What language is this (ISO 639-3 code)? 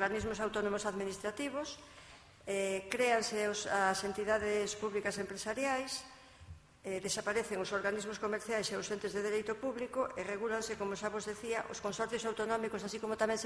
glg